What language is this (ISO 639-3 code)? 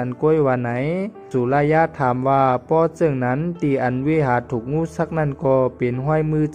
shn